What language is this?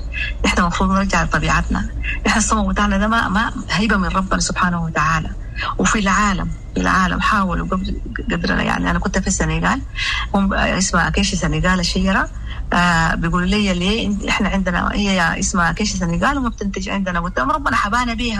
Sudanese Arabic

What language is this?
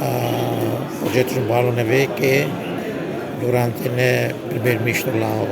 Tetum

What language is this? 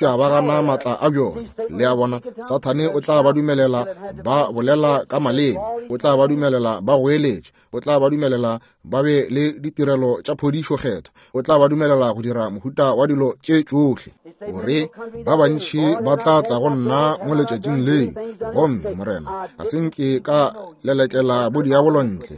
Northern Sotho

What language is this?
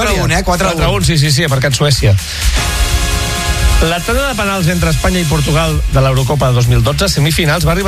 Catalan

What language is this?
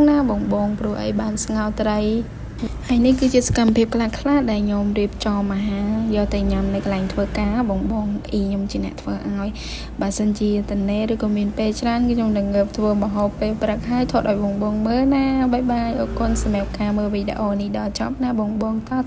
Khmer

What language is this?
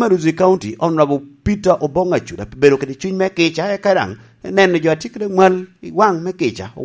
Lango (Uganda)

